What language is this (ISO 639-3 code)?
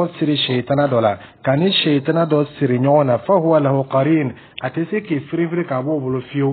dyu